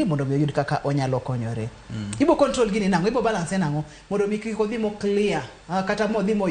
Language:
Luo (Kenya and Tanzania)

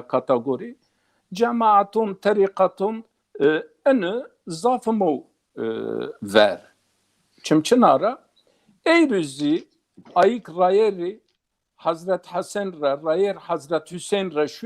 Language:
Zaza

